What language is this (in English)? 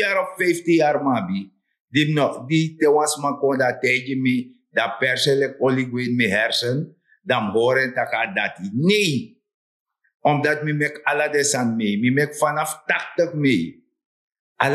Sranan Tongo